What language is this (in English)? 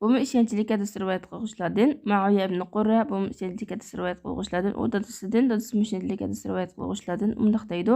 Uyghur